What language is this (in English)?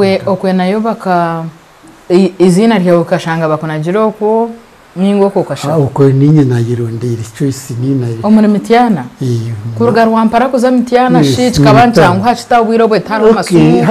Nyankole